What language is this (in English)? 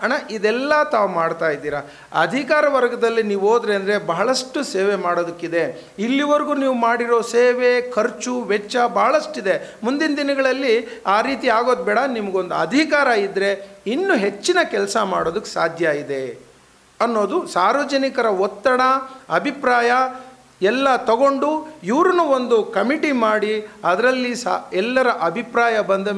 Kannada